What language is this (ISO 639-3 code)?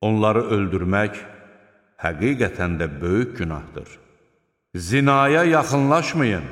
aze